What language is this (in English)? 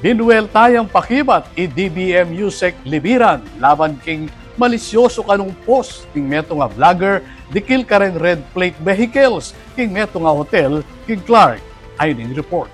Pampanga